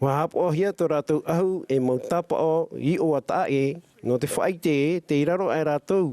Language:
Tahitian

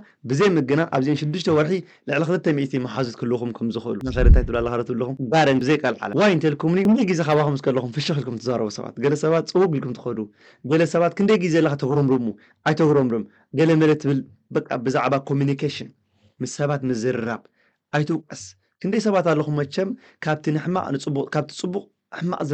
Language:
Tigrinya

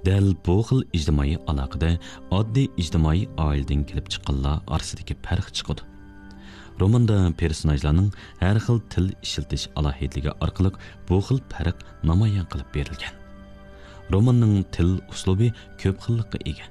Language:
Uyghur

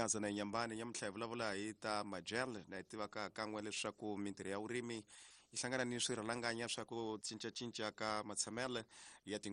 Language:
Tsonga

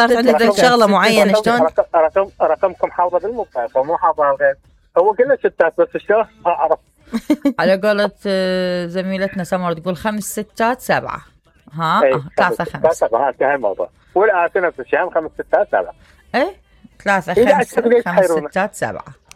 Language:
Mesopotamian Arabic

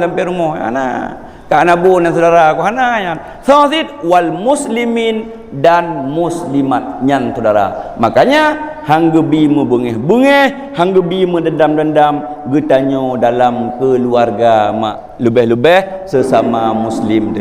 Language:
Achinese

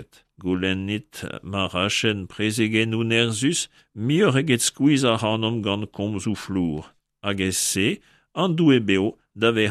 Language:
Breton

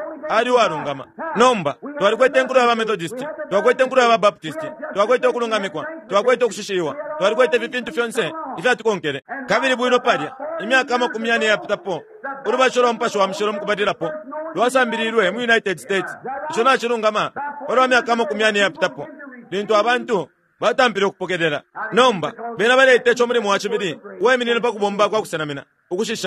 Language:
Bemba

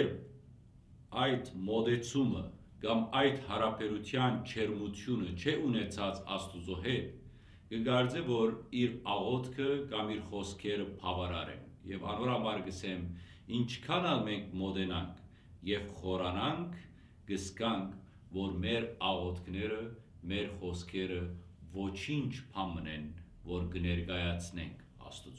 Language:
Western Armenian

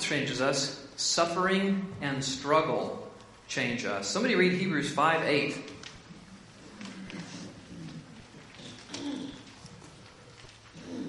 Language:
English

